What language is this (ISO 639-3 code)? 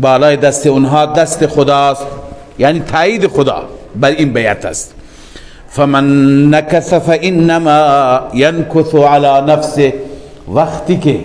fas